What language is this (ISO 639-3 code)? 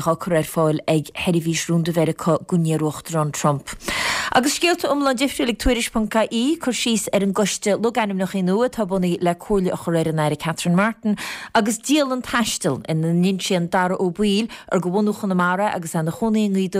gle